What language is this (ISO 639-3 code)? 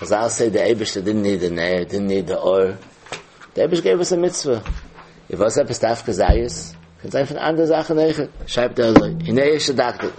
yid